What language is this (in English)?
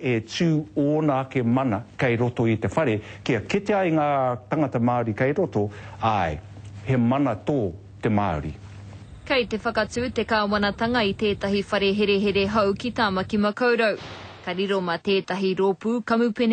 Māori